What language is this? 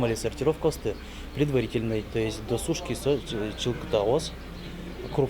Udmurt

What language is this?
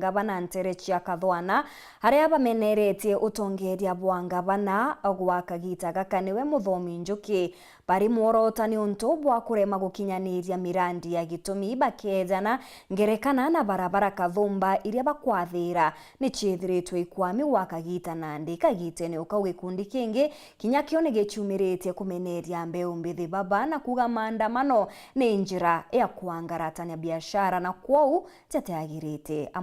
Meru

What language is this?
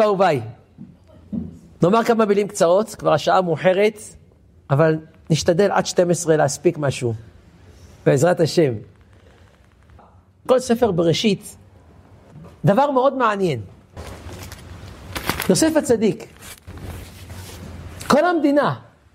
Hebrew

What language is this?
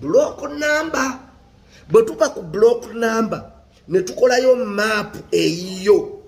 Ganda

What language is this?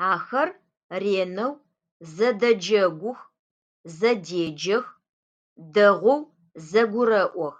Adyghe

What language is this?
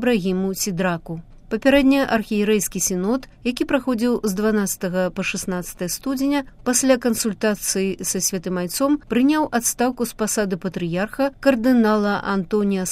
Belarusian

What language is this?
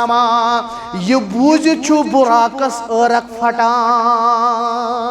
Kashmiri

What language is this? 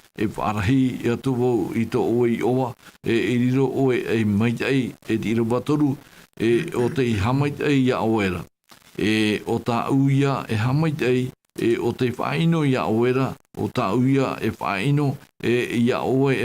Tahitian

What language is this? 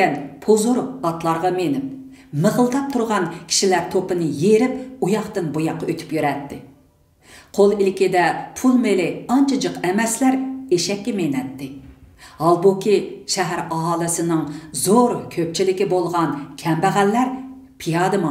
Uyghur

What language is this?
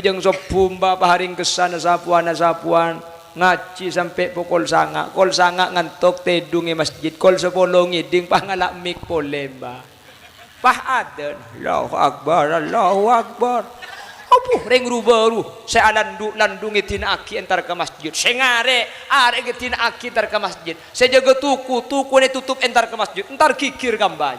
Madurese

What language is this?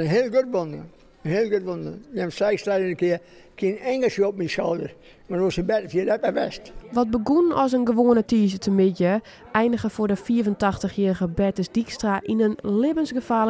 Western Frisian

